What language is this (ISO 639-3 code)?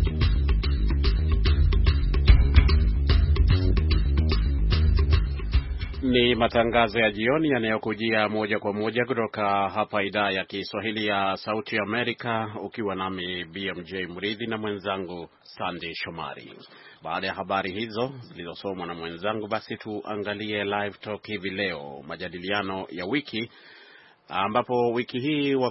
swa